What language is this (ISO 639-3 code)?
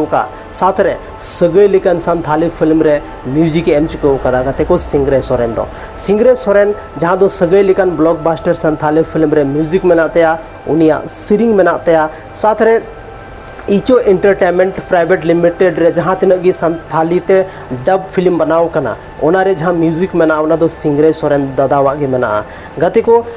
sat